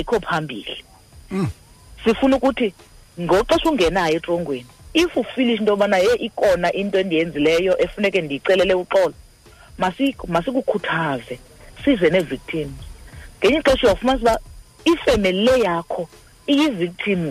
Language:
Xhosa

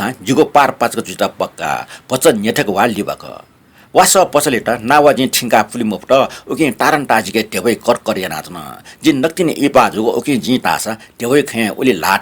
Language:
Newari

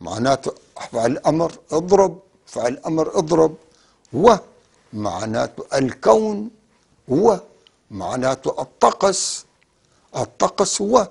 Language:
North Levantine Arabic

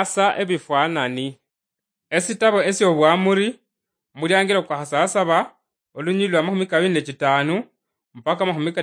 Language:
Luyia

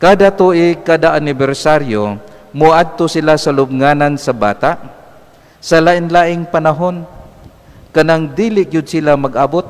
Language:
Cebuano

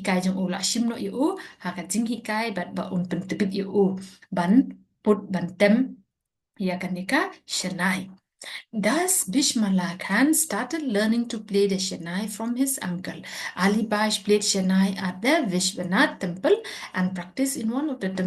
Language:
Khasi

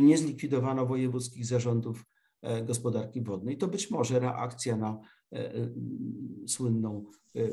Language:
Polish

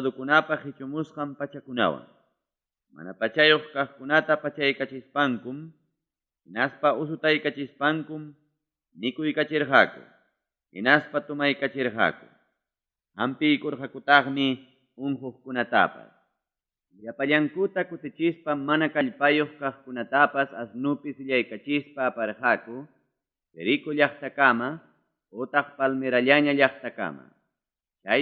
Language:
Ayacucho Quechua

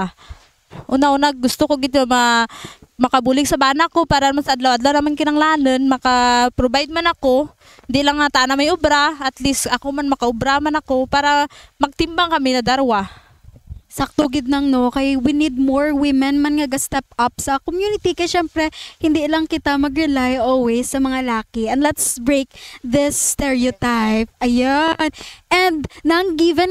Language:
Kinaray-a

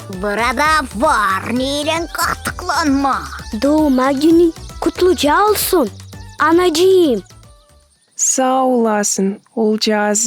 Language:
Gagauz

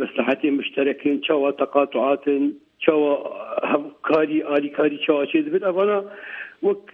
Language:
Kurdish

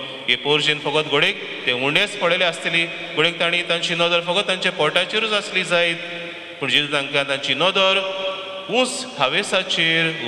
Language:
Konkani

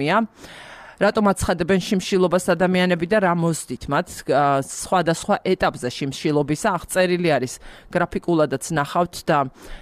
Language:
Georgian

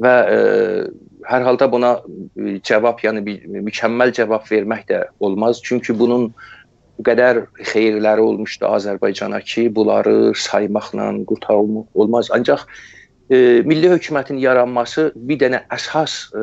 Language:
South Azerbaijani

